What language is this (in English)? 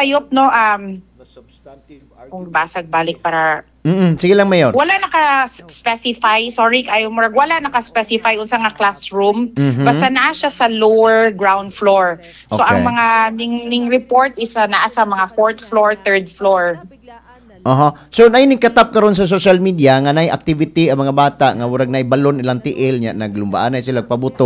Cebuano